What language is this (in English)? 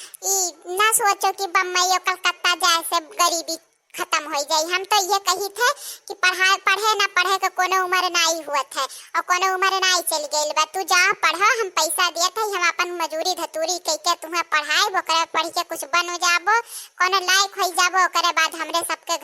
Awadhi